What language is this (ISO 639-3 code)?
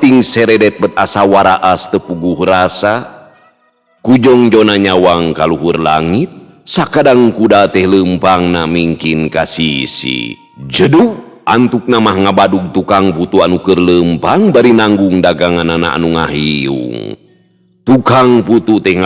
sun